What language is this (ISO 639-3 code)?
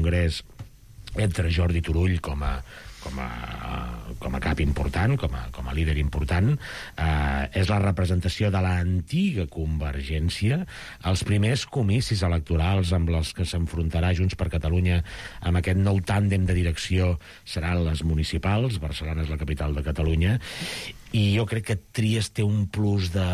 cat